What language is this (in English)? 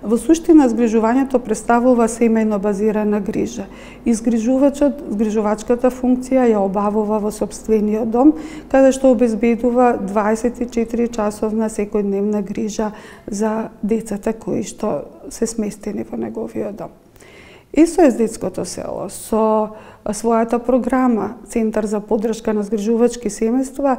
Macedonian